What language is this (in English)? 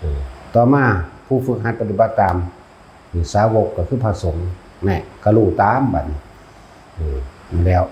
Lao